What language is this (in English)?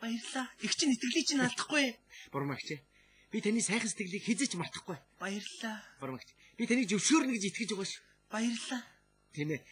Mongolian